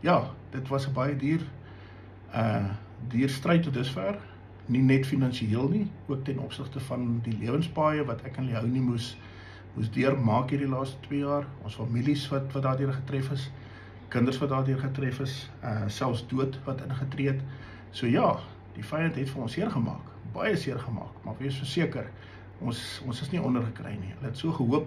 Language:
Afrikaans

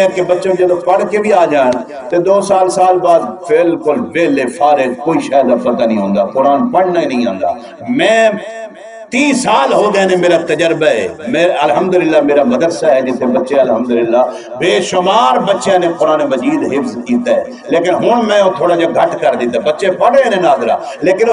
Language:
Saraiki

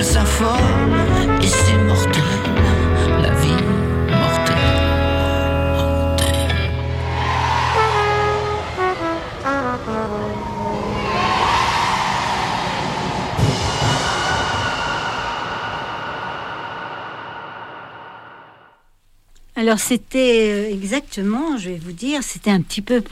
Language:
French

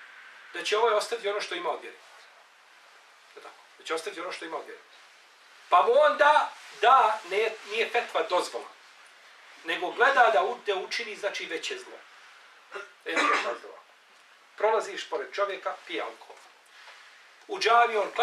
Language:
Bosnian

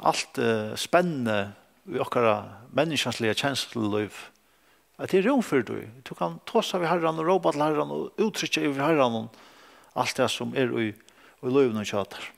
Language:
Faroese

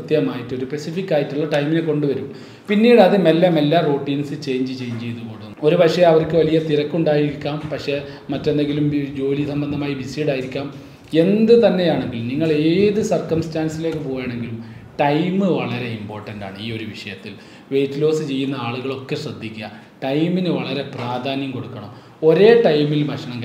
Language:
Malayalam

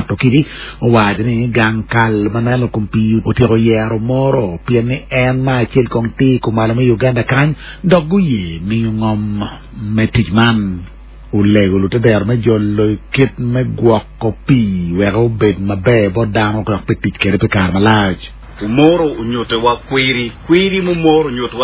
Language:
Acoli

